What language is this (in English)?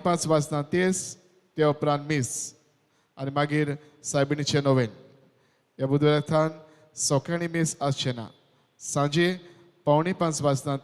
Konkani